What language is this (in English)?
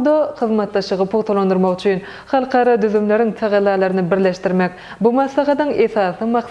Turkmen